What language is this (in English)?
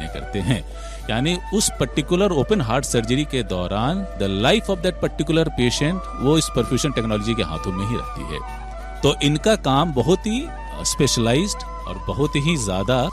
Hindi